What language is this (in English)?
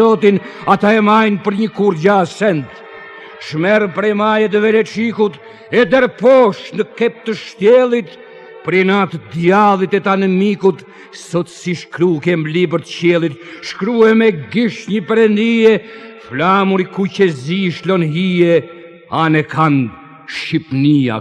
Albanian